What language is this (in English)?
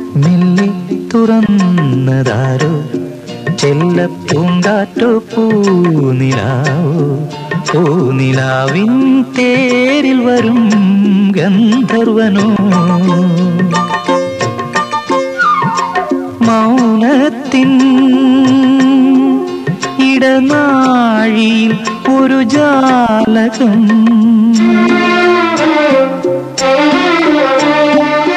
Malayalam